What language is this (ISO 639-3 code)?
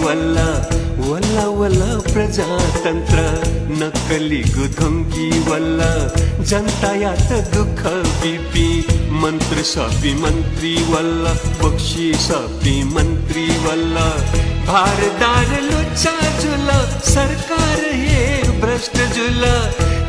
new